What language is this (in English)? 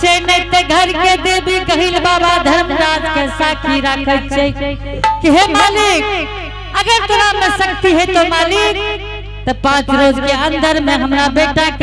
Angika